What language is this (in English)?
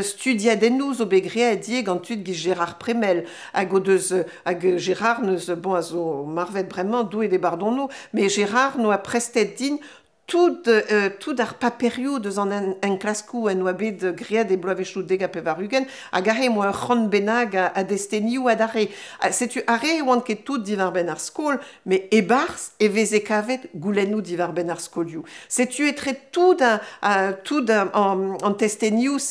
Breton